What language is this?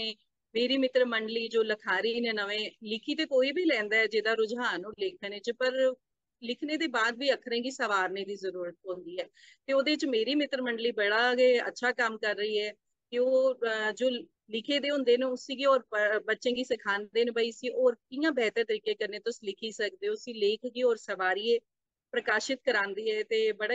Dogri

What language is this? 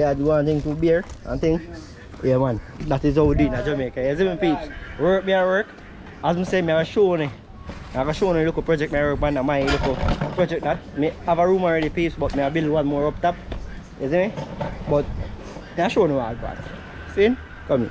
Jamaican Creole English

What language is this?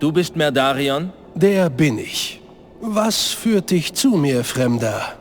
Bavarian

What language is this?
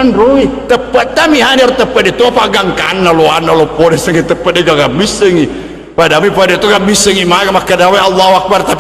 Buginese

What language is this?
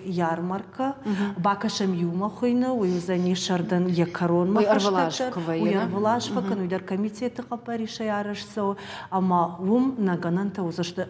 Ossetic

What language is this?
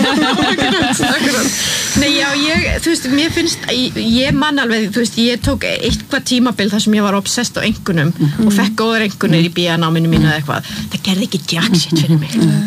Icelandic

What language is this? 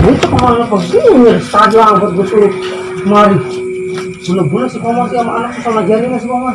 Betawi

